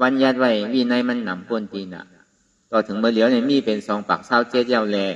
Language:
Shan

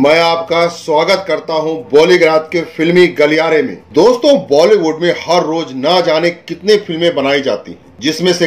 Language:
Hindi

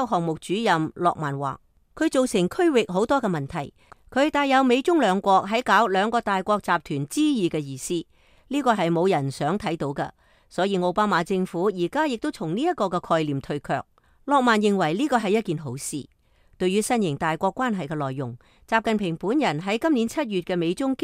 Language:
Cantonese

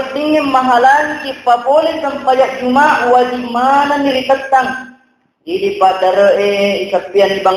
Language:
Buginese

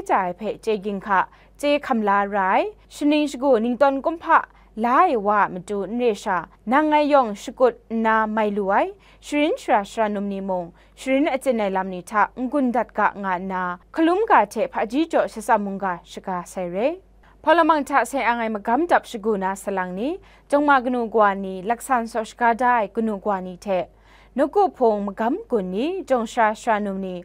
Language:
Kachin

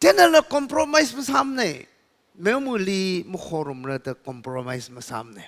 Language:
Tangkhul Naga (India)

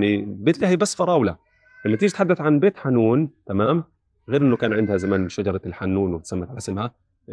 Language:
North Levantine Arabic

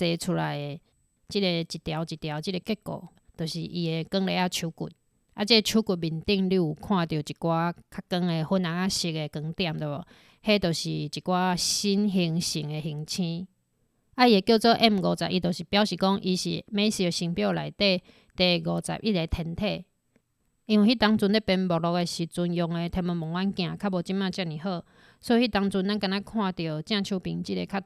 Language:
Min Nan Chinese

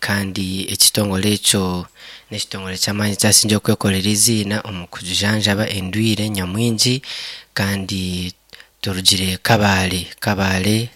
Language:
Nyankole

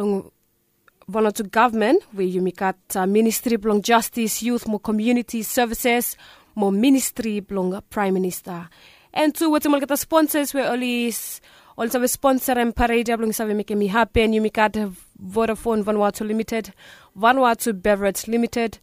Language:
Bislama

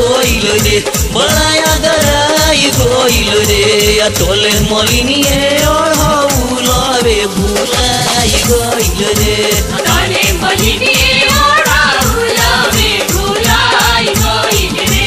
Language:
Bhojpuri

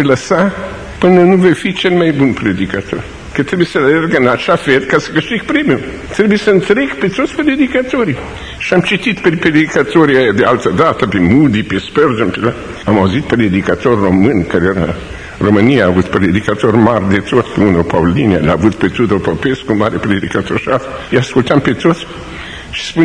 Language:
Romanian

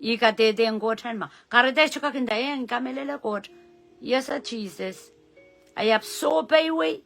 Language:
Pohnpeian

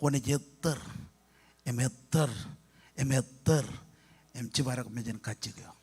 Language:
Marshallese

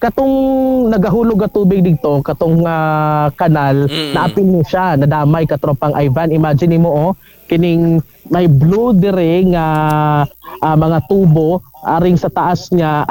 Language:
Cebuano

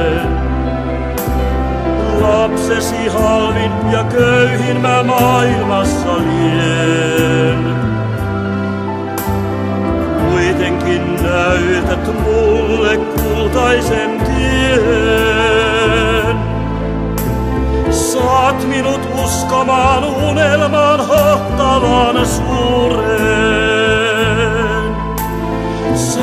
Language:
Finnish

